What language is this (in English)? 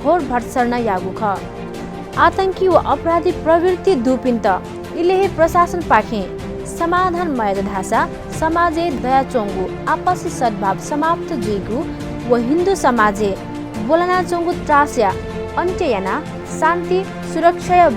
Newari